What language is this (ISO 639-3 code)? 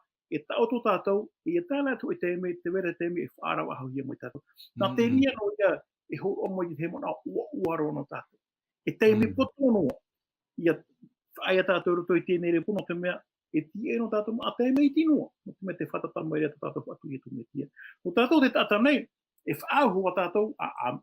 tah